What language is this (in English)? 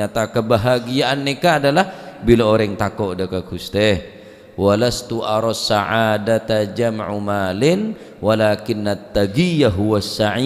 Madurese